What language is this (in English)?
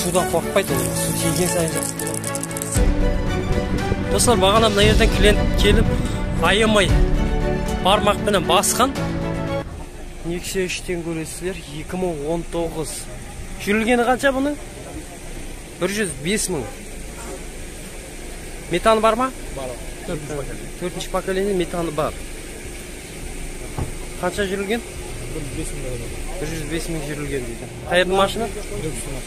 Kazakh